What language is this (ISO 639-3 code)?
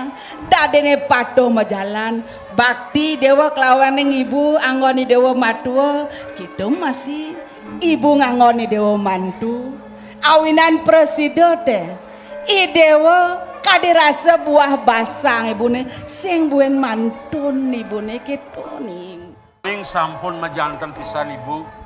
ban